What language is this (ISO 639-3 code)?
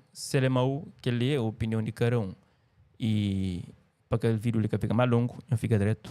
kea